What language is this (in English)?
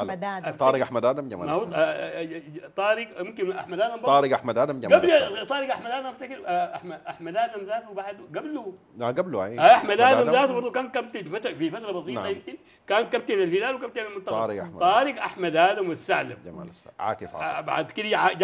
Sudanese Arabic